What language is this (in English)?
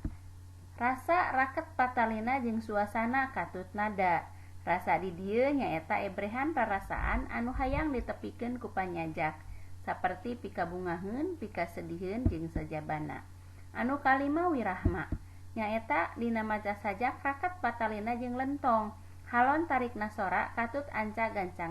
Sundanese